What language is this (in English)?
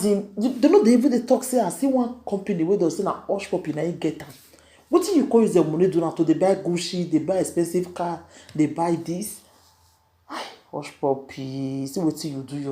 Nigerian Pidgin